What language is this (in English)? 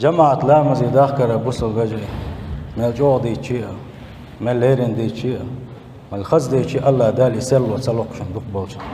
Chechen